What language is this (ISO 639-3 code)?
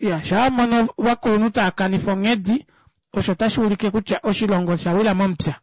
kua